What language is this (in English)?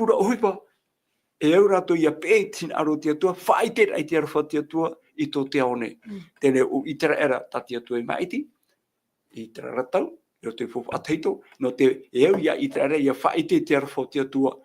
Tahitian